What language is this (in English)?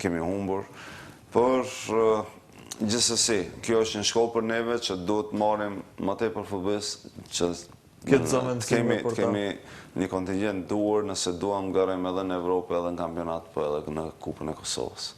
Albanian